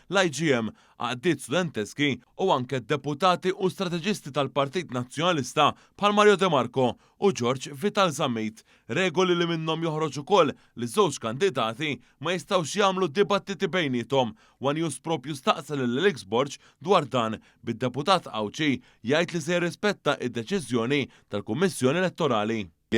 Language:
Maltese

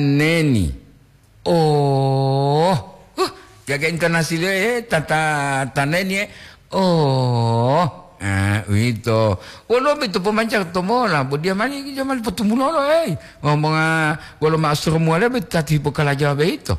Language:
Gorontalo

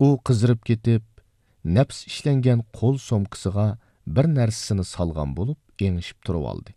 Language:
Uyghur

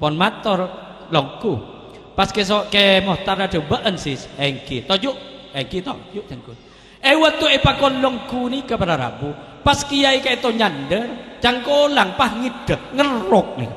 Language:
Madurese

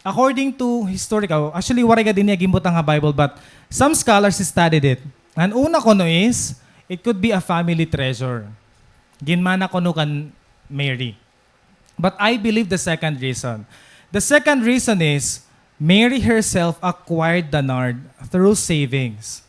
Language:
Waray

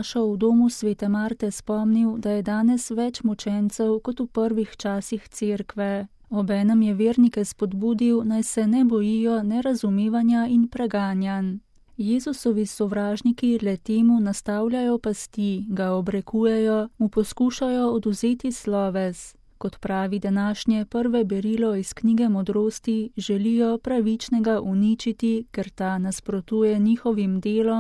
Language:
Slovenian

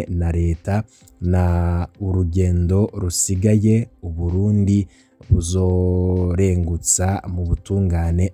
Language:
Rundi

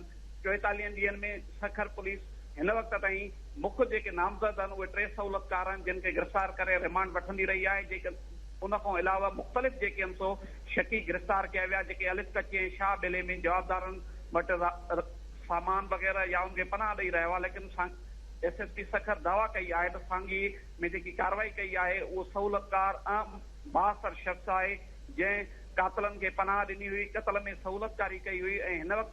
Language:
Sindhi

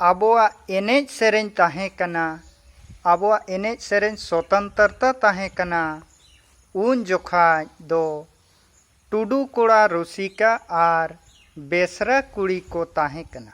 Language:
Santali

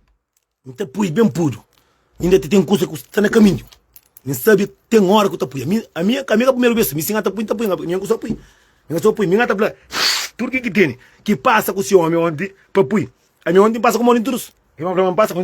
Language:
Kabuverdianu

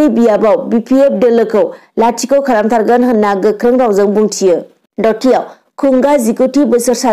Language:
Bodo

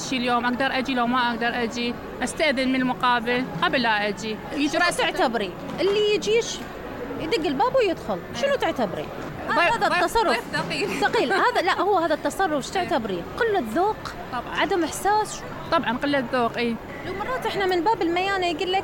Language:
Mesopotamian Arabic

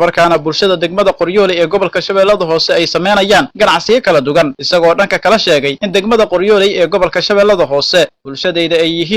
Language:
Somali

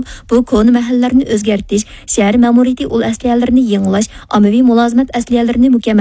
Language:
Uyghur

